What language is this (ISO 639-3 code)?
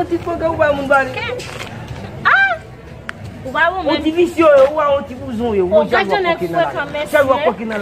hat